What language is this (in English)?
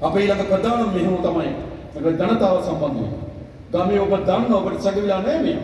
Sinhala